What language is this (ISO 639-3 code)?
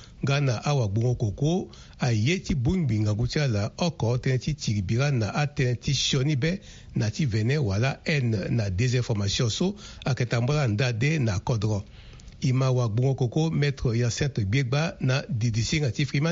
sag